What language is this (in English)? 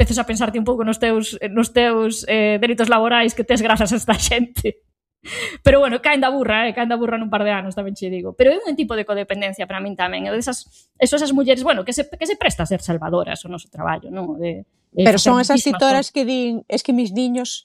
Galician